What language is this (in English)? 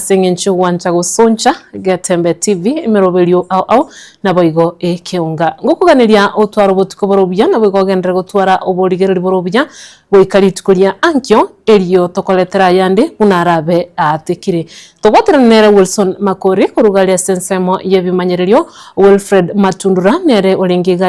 Gusii